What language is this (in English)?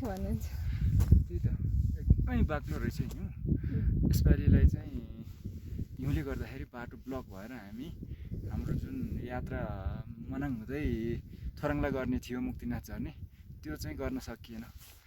Nepali